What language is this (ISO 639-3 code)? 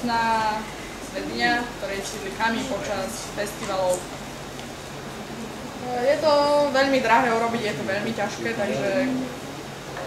slk